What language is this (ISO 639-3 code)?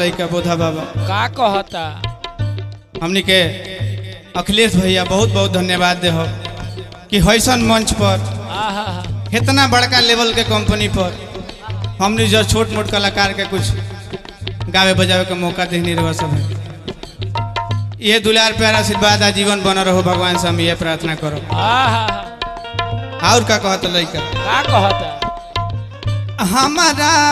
bho